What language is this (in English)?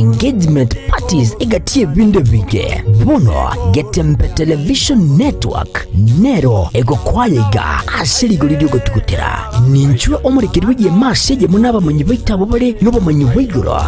Gusii